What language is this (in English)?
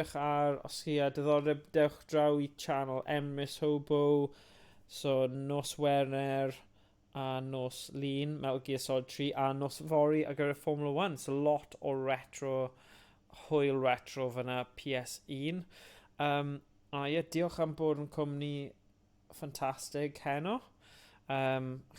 Welsh